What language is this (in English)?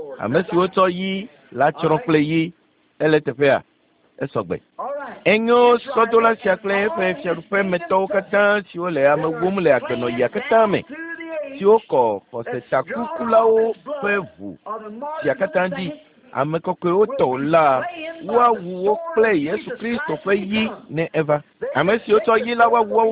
Ewe